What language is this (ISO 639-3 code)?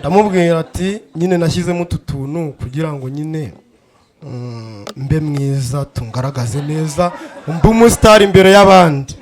kin